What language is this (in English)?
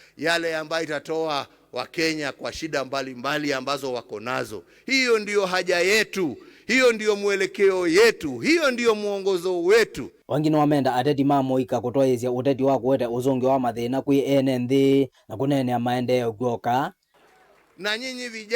Kamba